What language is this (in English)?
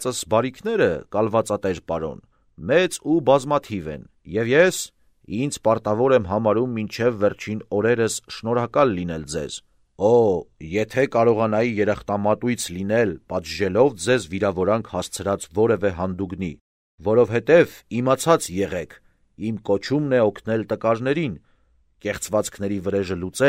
Armenian